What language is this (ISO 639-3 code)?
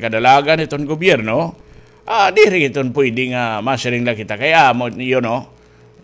war